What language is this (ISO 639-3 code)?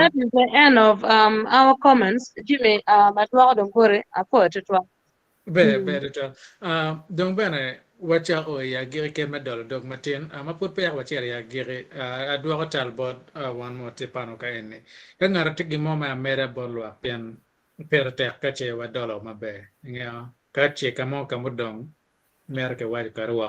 ach